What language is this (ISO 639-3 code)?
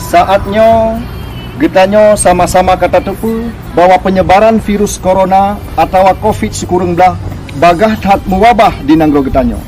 ace